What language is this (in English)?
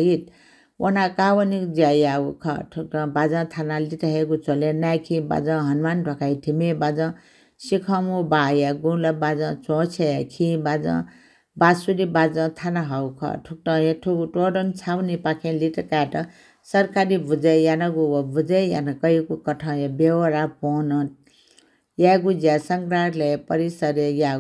Newari